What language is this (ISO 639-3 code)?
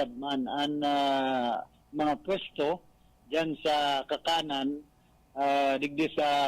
bik